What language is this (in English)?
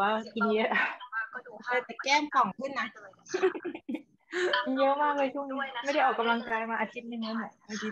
Thai